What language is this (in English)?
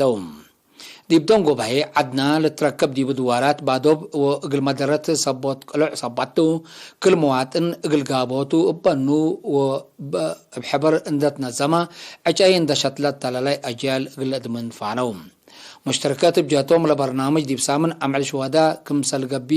Tigre